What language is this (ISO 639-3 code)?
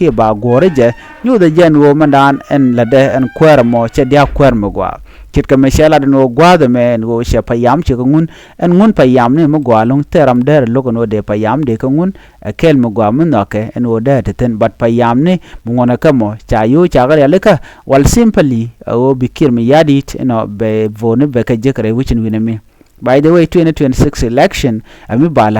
nus